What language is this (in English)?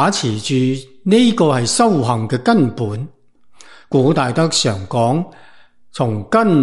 Cantonese